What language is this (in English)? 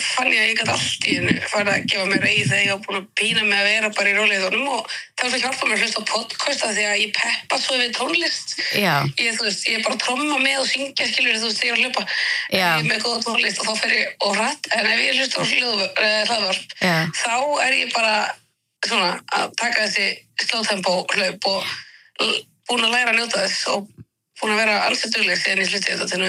Icelandic